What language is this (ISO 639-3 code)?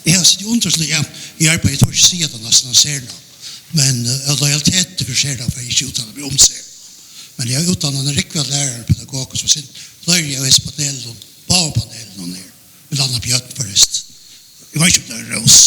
fao